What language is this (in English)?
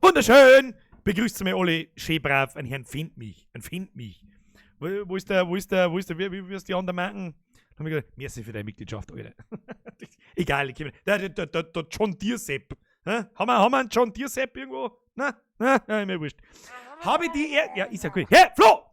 Bavarian